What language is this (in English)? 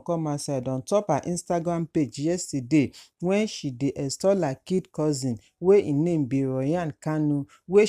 Nigerian Pidgin